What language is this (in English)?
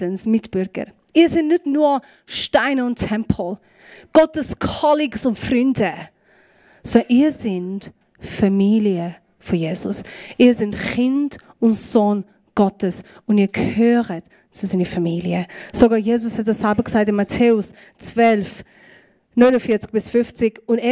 Swiss German